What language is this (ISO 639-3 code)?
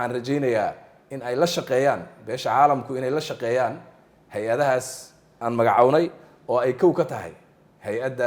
som